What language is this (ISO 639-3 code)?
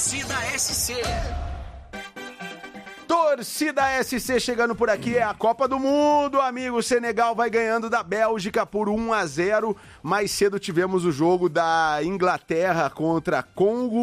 por